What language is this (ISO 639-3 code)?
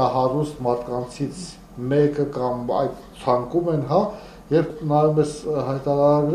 hye